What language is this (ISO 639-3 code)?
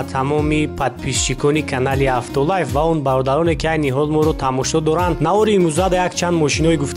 tgk